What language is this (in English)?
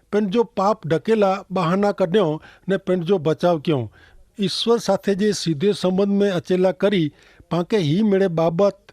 Kachhi